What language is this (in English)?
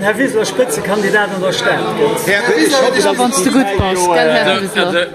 Luxembourgish